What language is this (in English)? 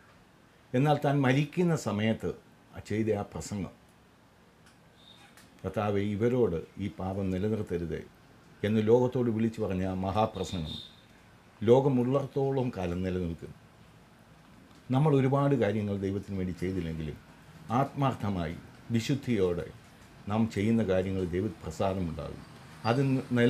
Malayalam